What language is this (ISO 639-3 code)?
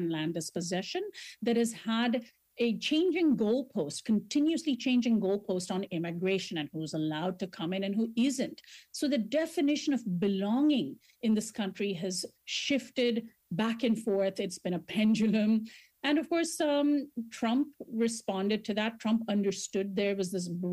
eng